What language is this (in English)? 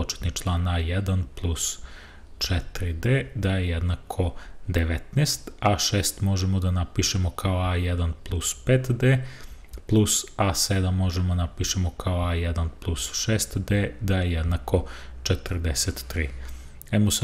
Serbian